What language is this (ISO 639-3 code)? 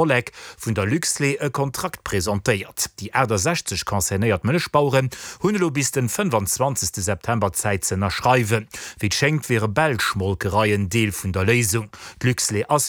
ltz